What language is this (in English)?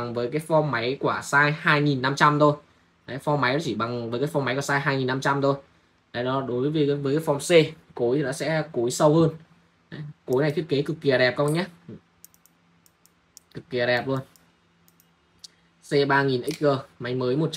Vietnamese